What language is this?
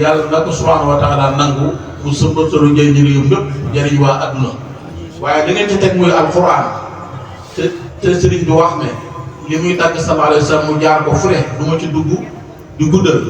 Wolof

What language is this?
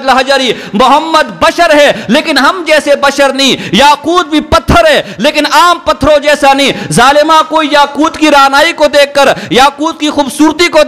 Urdu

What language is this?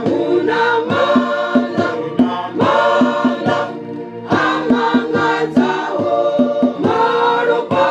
Venda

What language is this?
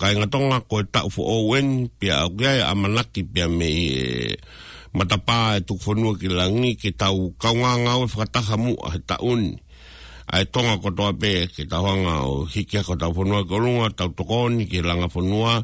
Tongan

